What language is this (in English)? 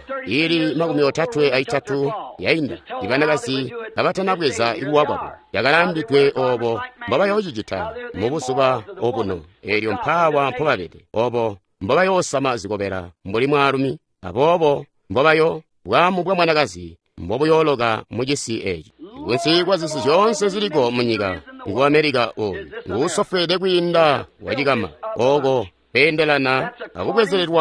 Tonga (Zambia)